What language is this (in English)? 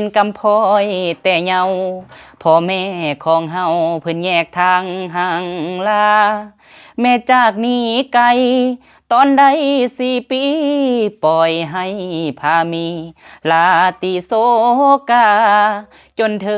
Lao